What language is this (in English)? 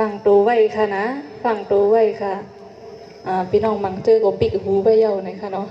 Shan